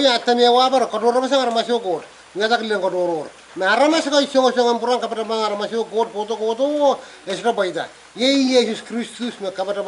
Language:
Pohnpeian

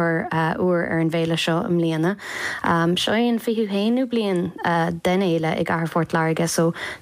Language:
Irish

